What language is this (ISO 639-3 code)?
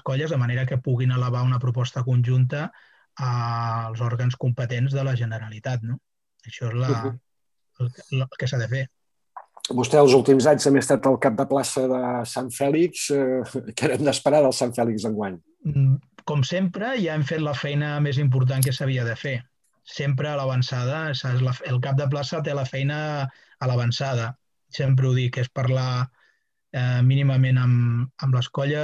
cat